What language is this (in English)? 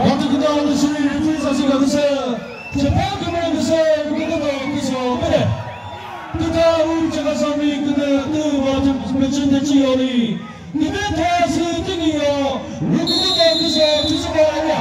Chokri Naga